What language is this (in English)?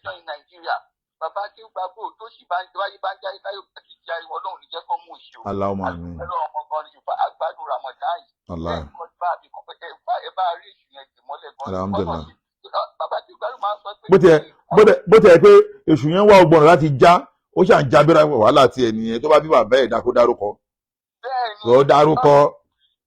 Yoruba